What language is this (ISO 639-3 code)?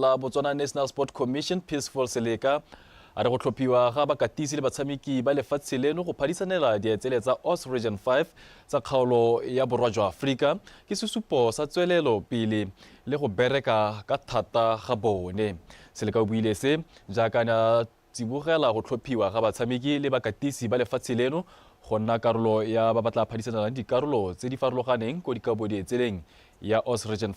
tsn